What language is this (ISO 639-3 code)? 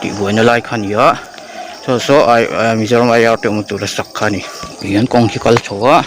lus